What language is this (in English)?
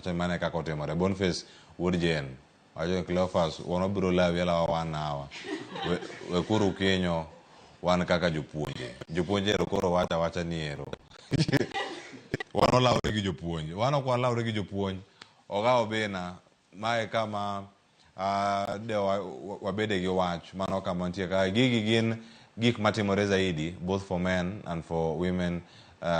Luo (Kenya and Tanzania)